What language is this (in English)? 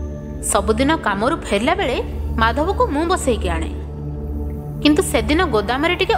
Odia